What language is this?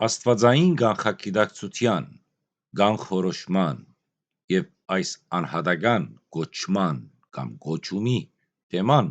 Western Armenian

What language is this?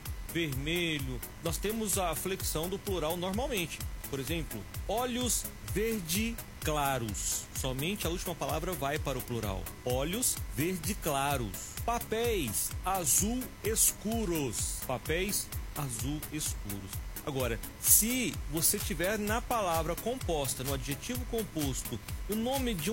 Portuguese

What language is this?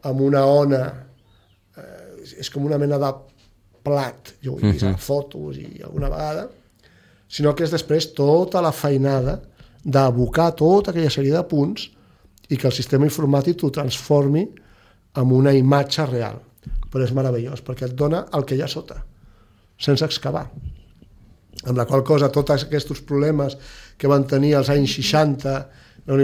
Catalan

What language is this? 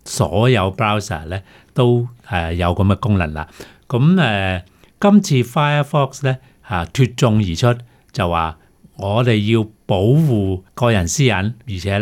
Cantonese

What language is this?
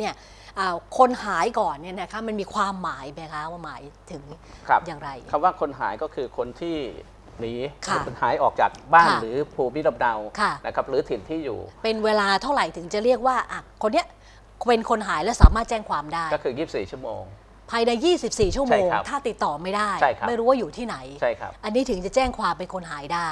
Thai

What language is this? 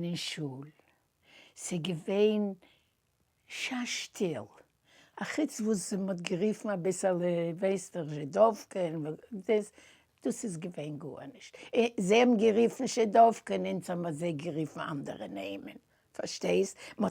Yiddish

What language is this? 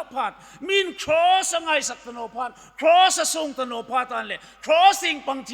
Hmar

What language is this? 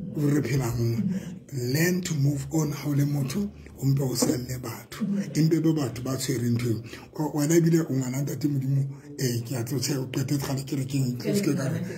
Southern Sotho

